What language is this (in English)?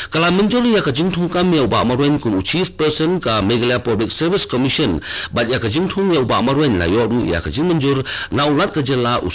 Khasi